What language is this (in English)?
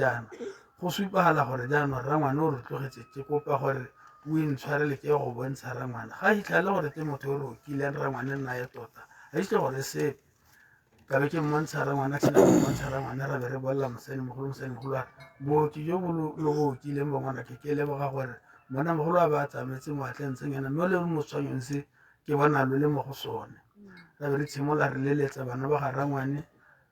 Tswana